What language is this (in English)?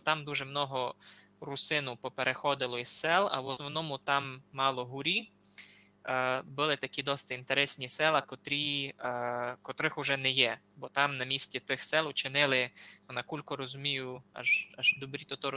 Rusyn